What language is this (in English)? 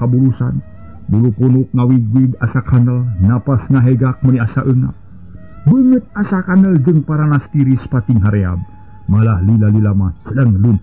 Sundanese